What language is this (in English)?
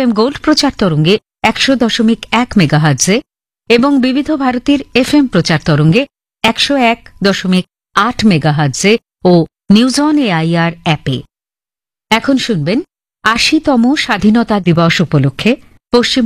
Bangla